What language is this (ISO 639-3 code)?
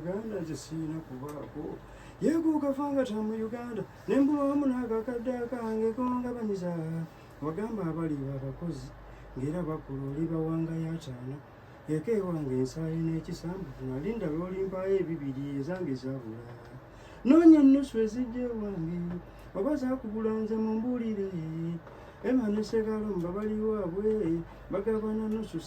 lug